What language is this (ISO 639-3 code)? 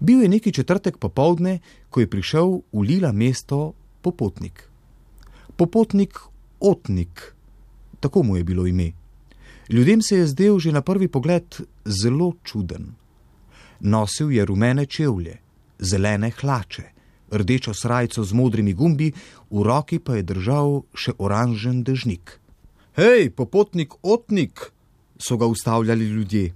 slv